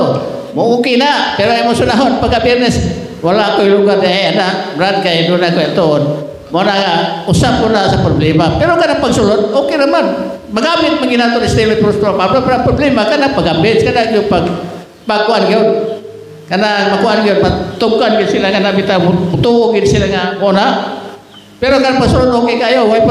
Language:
Cebuano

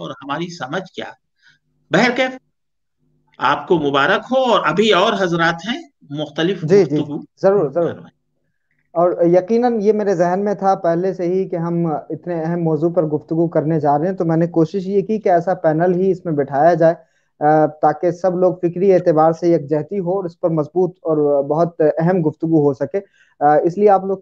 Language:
Urdu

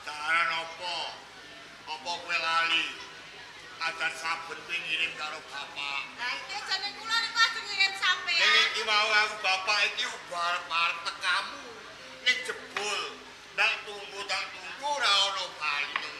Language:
Javanese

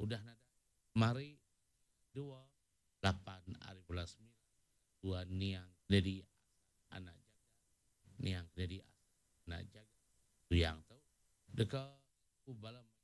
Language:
Iban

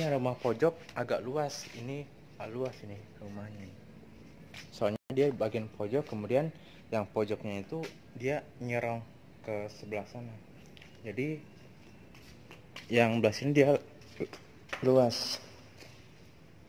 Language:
Indonesian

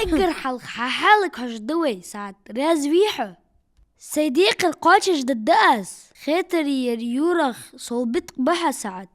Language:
Ingush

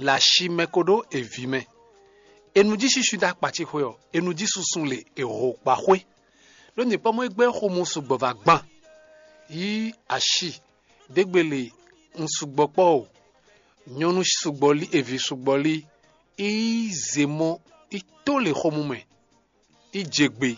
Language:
Fon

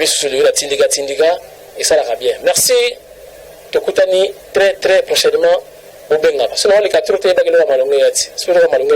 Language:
Lingala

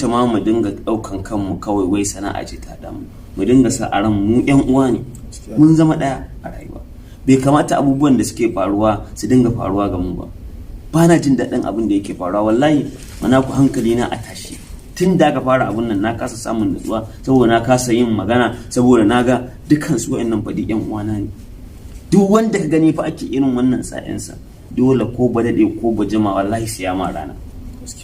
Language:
Hausa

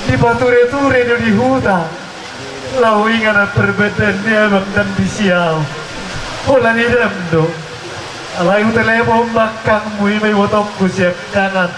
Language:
Batak Toba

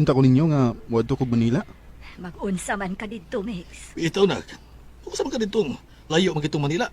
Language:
Cebuano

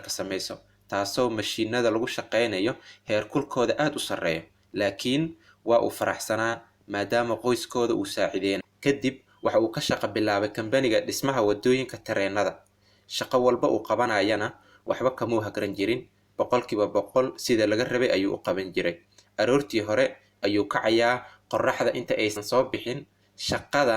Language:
Somali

